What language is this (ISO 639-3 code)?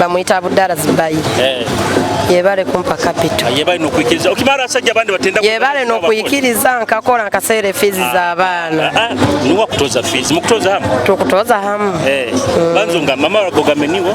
nyo